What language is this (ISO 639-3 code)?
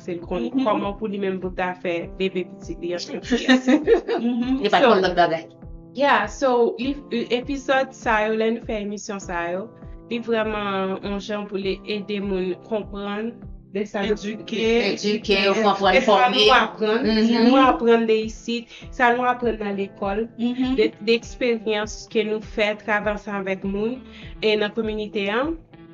hat